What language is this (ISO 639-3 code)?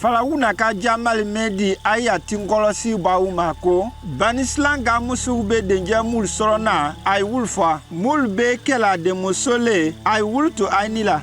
mku